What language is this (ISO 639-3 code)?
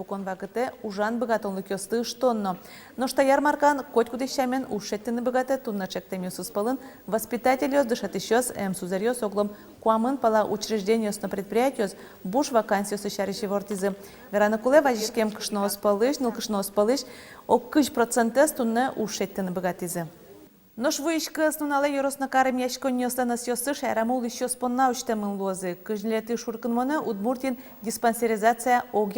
udm